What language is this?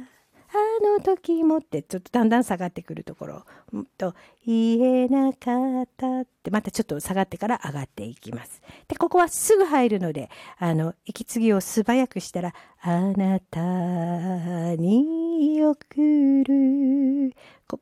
Japanese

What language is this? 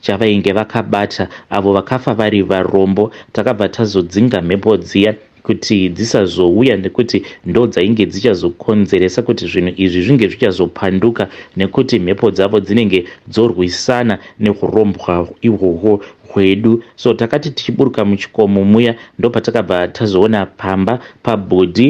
Shona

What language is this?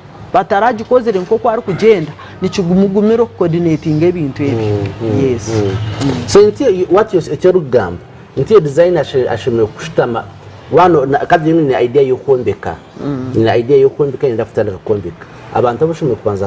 Nyankole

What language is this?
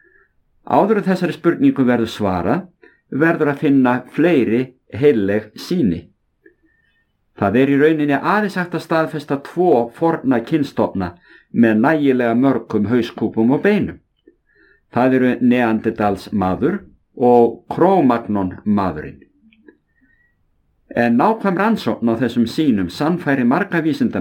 Icelandic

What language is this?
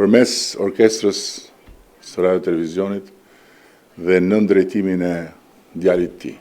Albanian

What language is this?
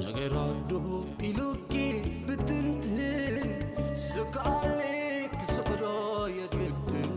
Tigrinya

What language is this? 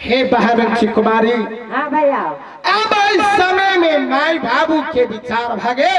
Maithili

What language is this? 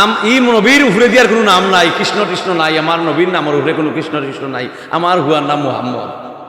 Sylheti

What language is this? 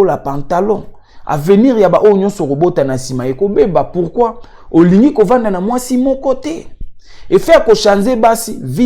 Lingala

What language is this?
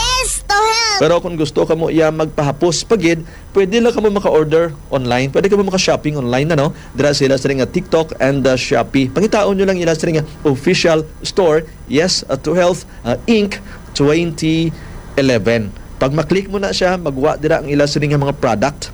Hiligaynon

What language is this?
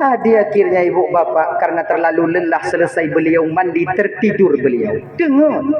Achinese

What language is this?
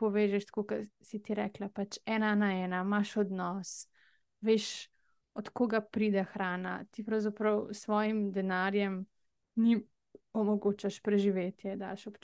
Slovenian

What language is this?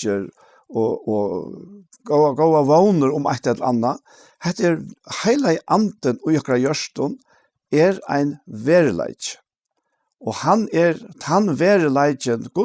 Faroese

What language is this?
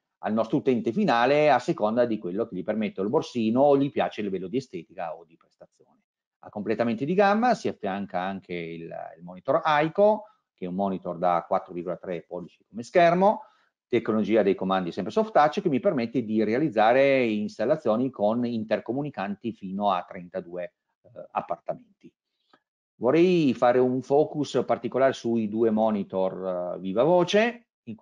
Italian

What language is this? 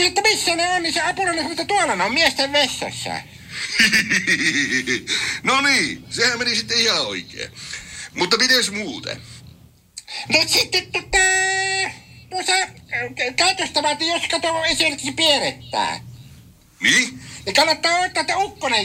Finnish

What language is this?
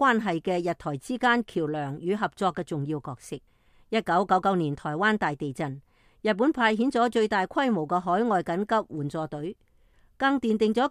Cantonese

